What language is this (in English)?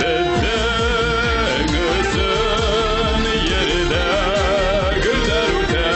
Bashkir